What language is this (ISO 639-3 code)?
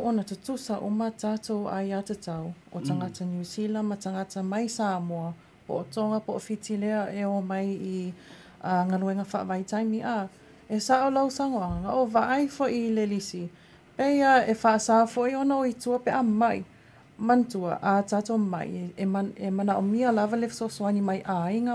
smo